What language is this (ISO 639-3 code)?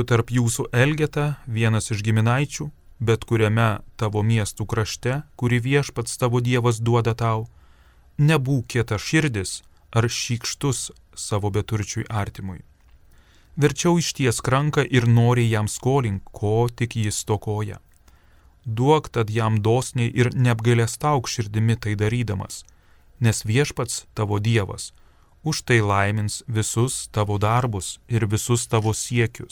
lit